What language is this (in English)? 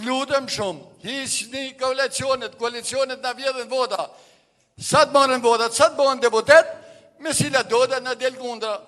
Albanian